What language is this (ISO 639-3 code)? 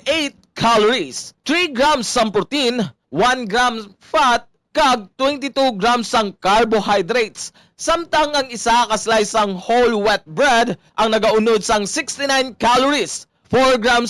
hil